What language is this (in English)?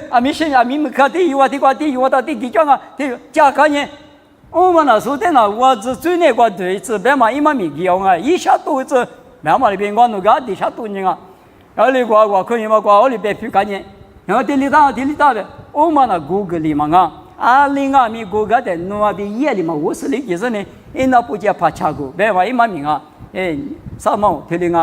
Lisu